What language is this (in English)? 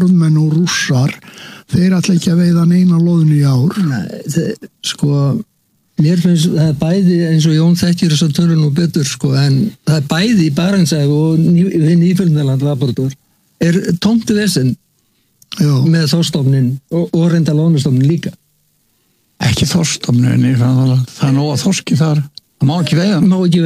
Icelandic